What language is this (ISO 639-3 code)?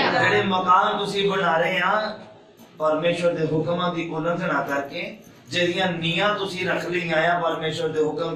pan